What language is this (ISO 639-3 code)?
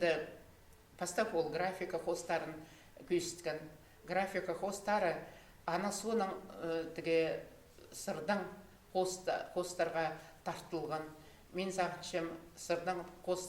kjh